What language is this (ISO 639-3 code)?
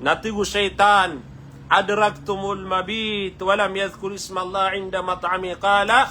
mrw